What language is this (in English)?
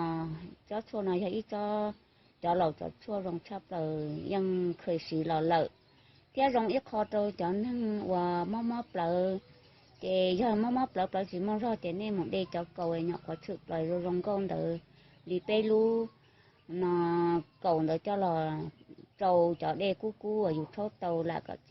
Hmong